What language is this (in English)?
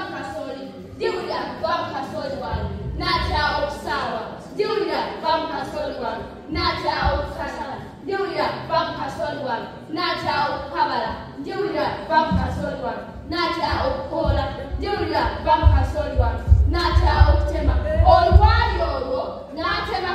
Ganda